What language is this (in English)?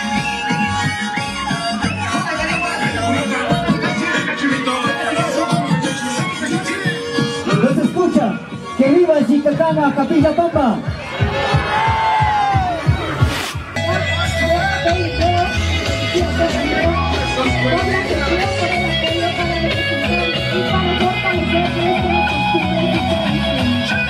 Spanish